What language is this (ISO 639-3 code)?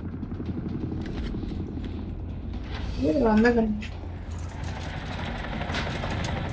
tam